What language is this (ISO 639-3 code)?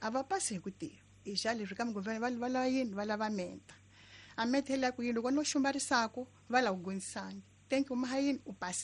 tso